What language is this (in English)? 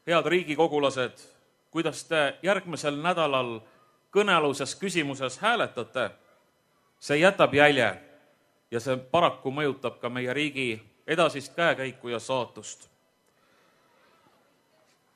Estonian